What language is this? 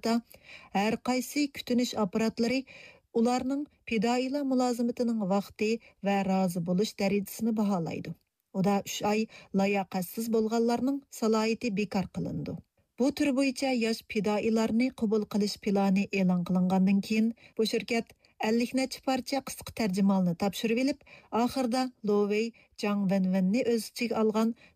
Uyghur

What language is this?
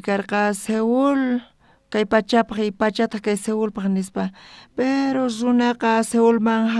South Bolivian Quechua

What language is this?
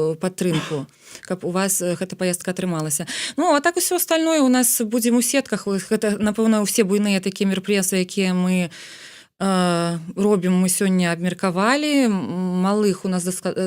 Belarusian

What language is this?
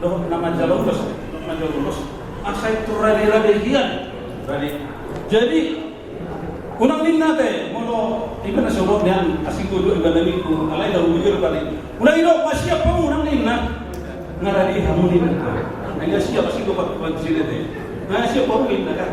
Batak Toba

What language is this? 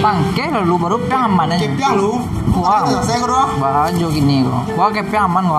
Minangkabau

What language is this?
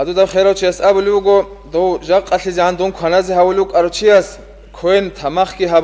Avaric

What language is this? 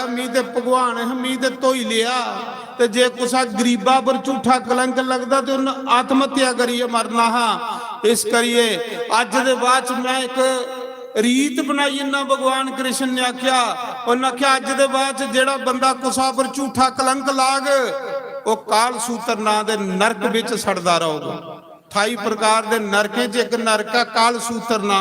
Dogri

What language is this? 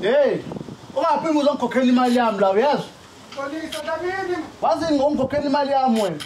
Zulu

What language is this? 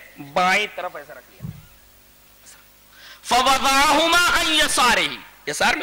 Urdu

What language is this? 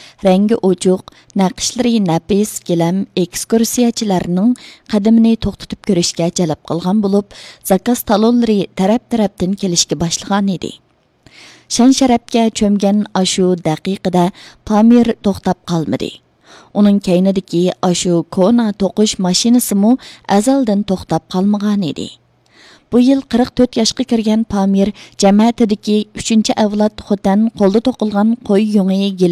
Uyghur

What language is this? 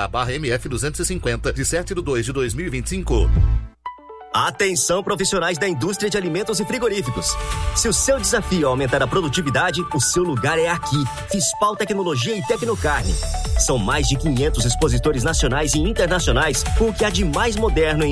Portuguese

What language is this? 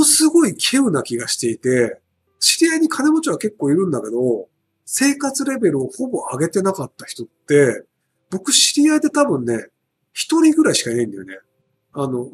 Japanese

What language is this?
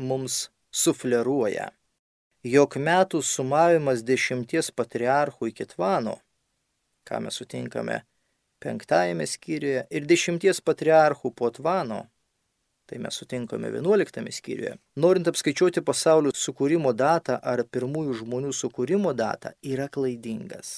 Lithuanian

